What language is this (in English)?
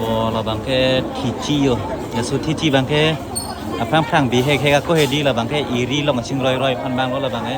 Karbi